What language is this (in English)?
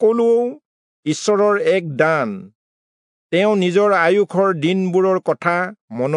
Assamese